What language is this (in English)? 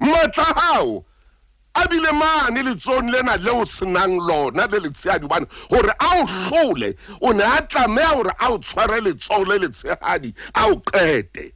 Southern Sotho